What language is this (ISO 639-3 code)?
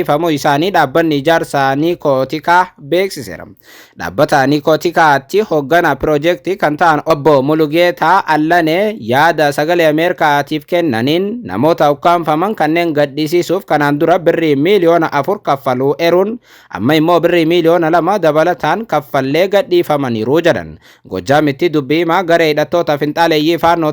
orm